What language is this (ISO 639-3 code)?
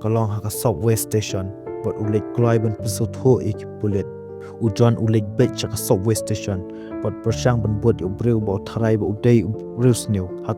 kha